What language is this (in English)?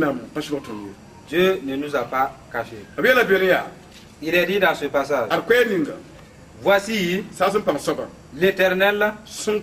Mossi